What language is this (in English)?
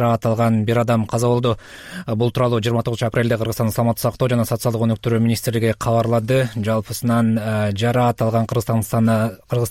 Kyrgyz